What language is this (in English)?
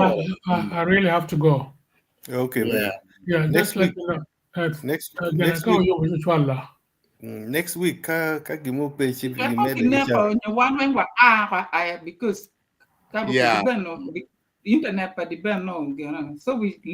Acoli